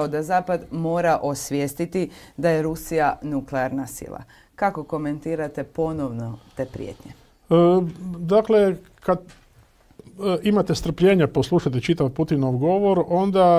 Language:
Croatian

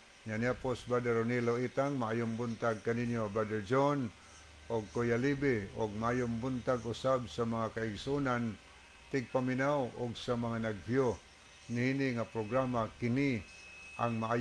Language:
Cebuano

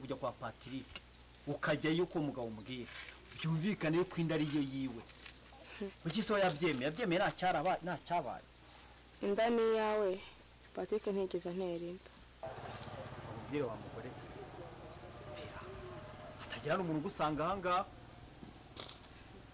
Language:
Kinyarwanda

